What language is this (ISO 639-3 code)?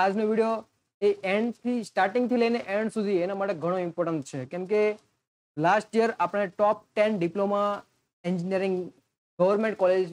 guj